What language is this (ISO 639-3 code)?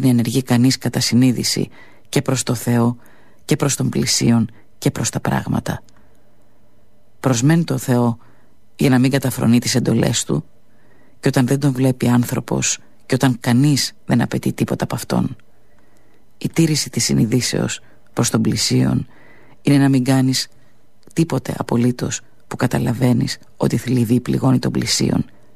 ell